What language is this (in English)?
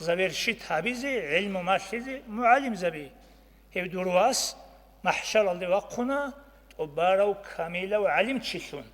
Avaric